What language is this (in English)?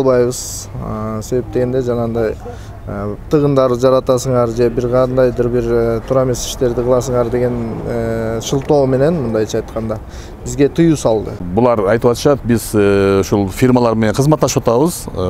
Kyrgyz